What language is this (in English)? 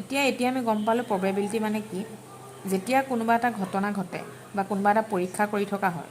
Assamese